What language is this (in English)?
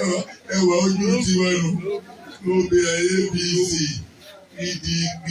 Yoruba